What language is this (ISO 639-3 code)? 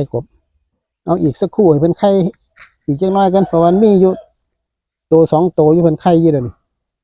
lao